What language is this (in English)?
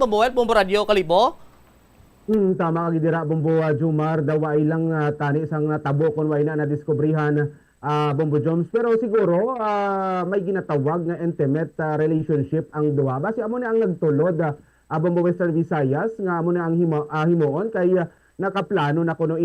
Hiligaynon